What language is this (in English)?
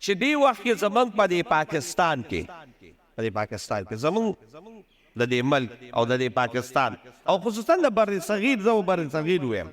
Pashto